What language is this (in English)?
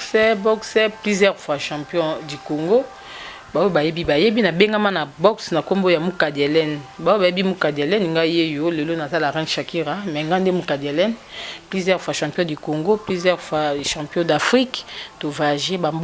Lingala